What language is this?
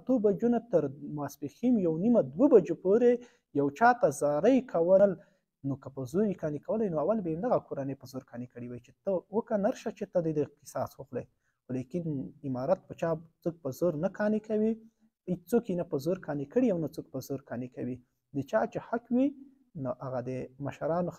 Pashto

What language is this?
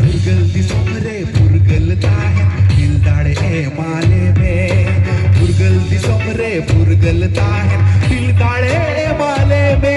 Santali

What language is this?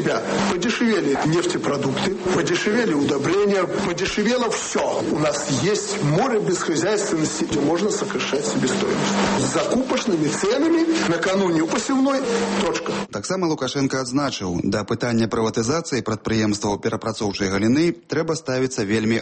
Belarusian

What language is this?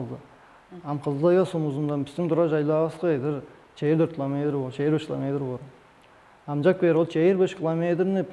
Tuvinian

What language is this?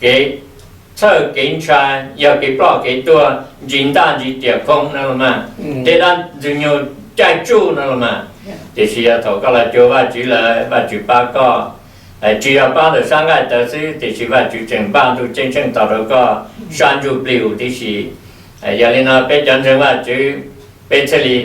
Hmong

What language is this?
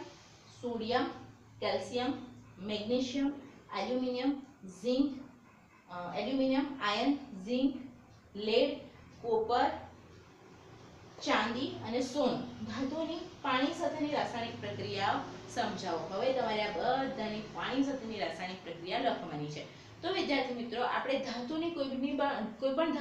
Gujarati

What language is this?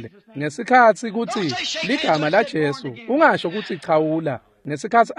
Swati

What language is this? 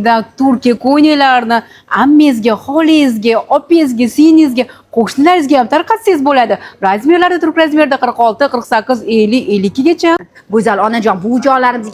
Uzbek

